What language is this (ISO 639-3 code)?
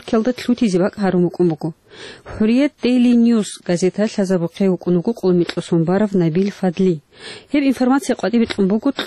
ava